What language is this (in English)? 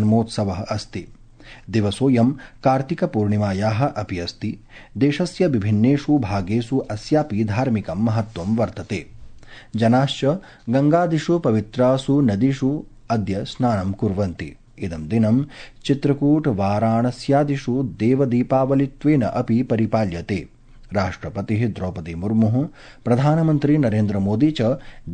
Sanskrit